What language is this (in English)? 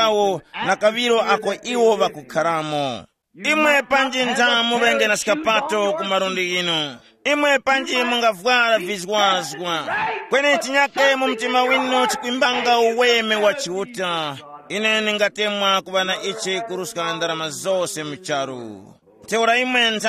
Tumbuka